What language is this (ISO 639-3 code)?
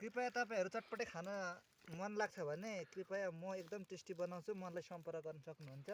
nep